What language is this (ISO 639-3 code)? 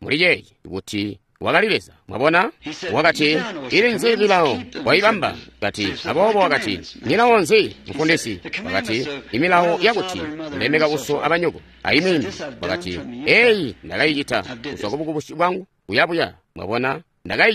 toi